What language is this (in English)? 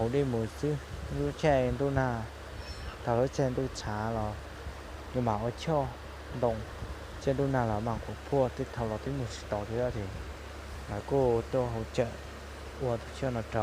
Hmong